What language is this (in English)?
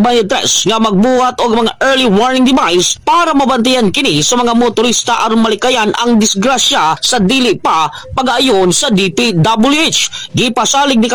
Cebuano